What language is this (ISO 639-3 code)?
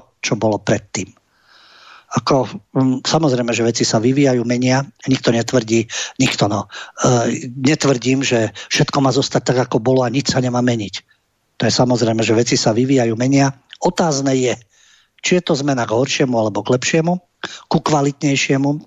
slk